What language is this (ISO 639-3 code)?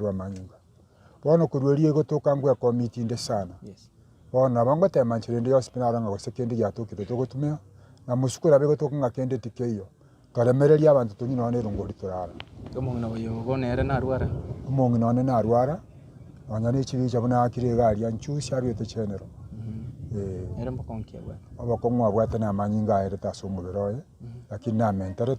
guz